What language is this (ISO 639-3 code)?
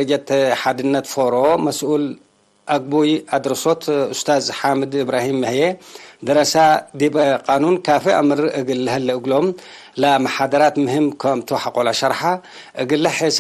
tig